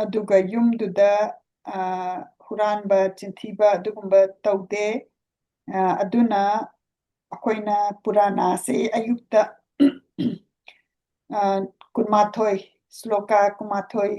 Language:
Manipuri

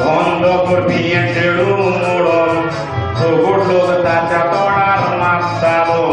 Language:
Konkani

